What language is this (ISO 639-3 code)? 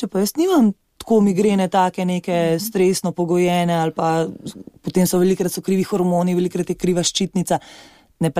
slv